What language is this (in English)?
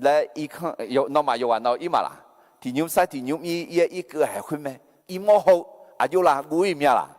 Akha